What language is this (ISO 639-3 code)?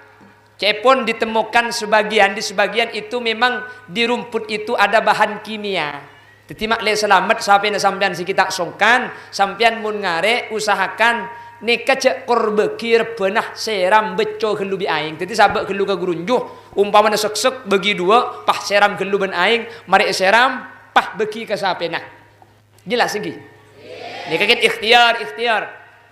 mad